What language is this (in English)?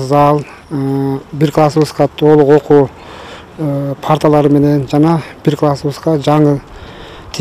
Kyrgyz